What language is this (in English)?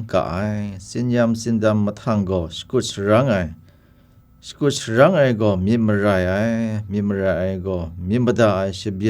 Kachin